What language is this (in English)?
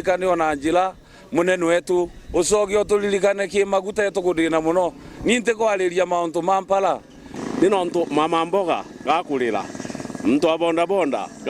Meru